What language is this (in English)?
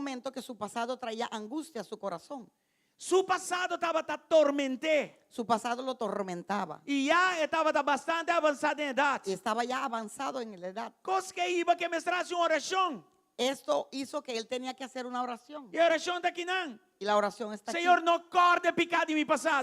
Papiamento